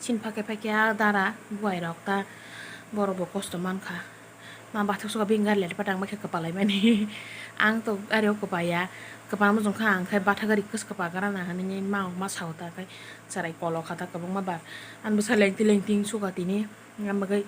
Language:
Kok Borok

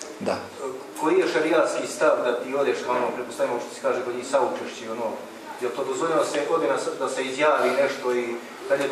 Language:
Bosnian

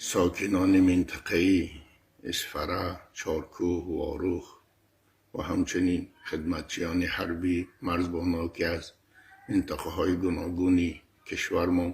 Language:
Tajik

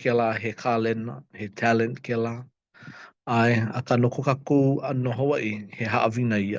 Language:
Hawaiian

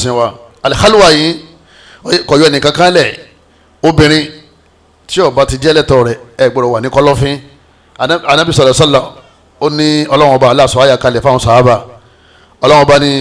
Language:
Yoruba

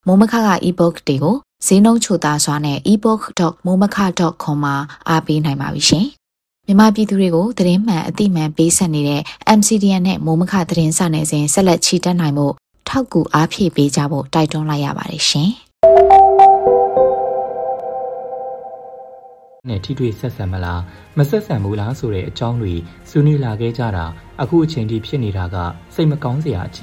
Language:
Burmese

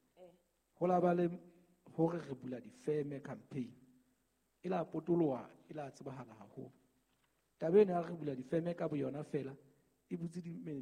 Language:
Southern Sotho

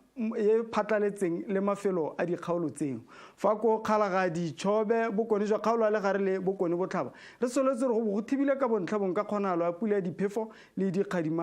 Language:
Tswana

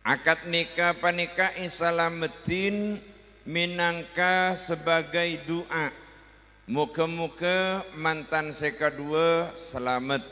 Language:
Madurese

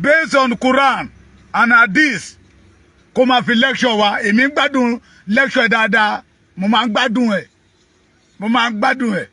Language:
Yoruba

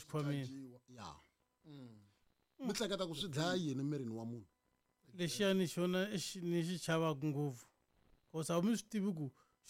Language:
Tsonga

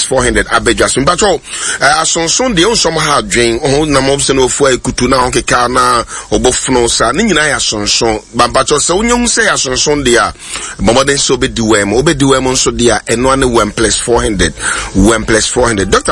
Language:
Akan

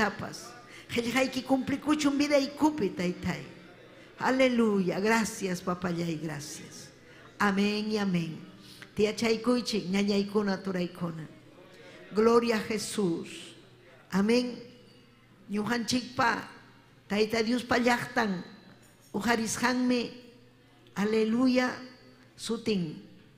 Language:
Ayacucho Quechua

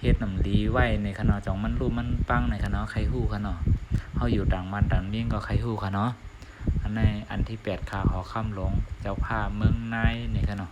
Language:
Shan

